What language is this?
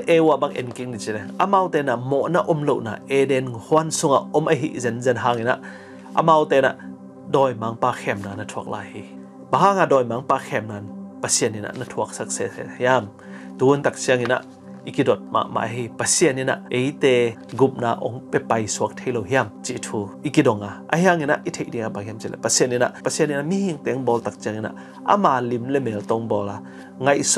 Tedim Chin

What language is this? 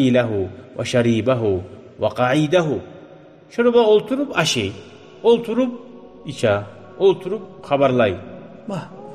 Kumyk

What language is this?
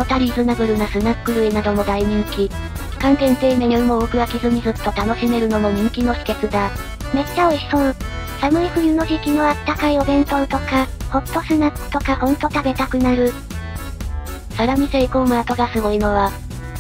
Japanese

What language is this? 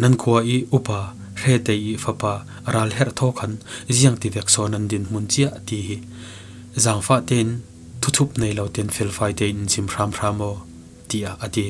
Falam Chin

